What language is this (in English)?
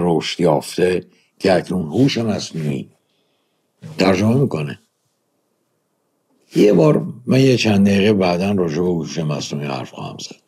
Persian